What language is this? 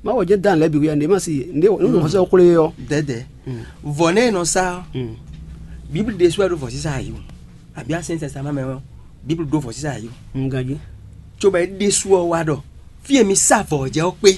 Fon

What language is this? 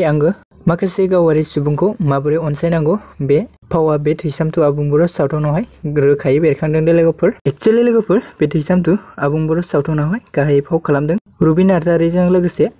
Bodo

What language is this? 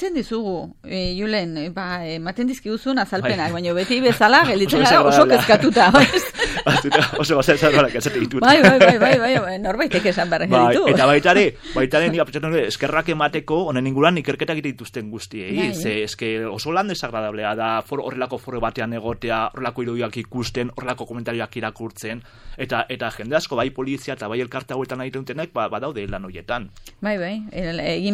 Basque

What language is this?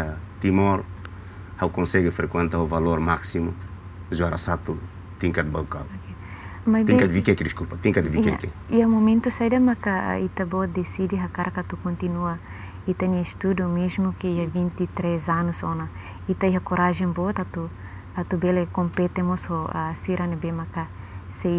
Tetum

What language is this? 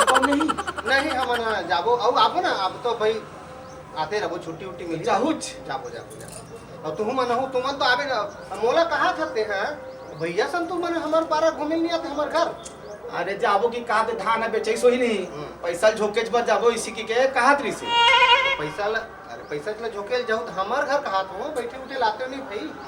Chhattisgarhi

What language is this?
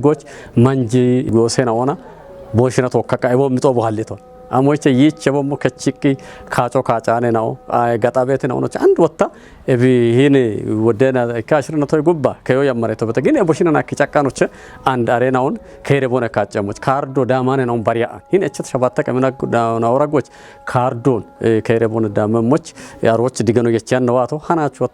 Kafa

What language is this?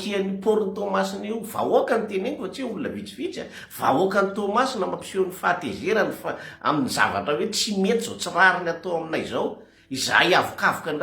Malagasy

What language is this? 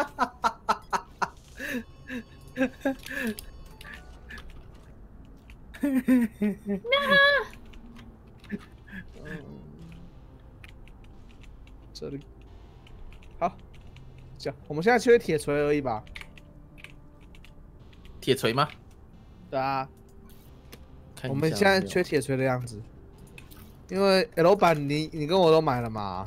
Chinese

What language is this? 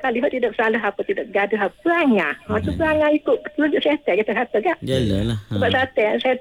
Malay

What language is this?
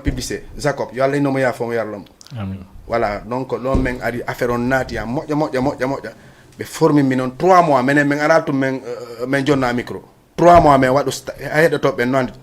Fula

